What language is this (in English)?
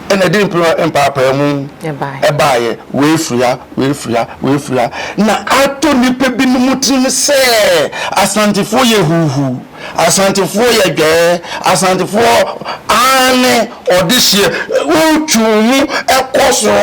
Akan